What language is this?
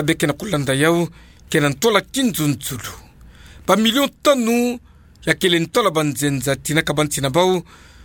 Kituba (Democratic Republic of Congo)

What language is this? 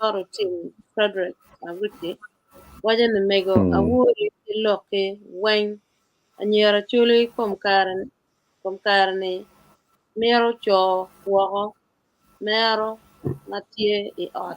Acoli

